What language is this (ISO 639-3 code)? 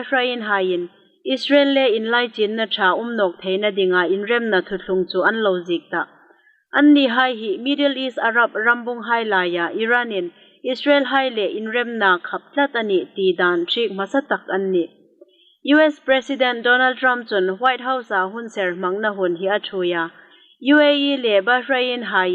hmr